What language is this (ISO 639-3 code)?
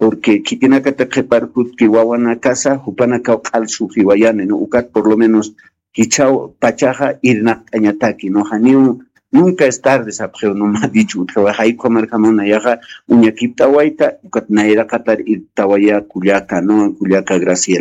aym